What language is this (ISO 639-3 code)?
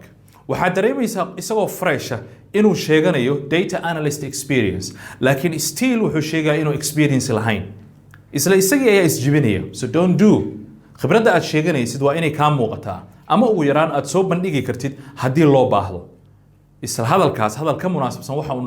som